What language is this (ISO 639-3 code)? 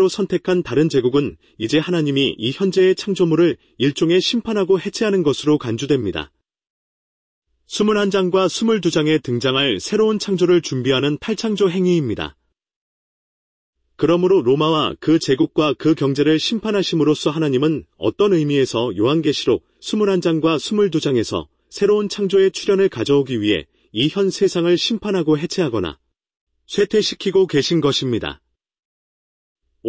kor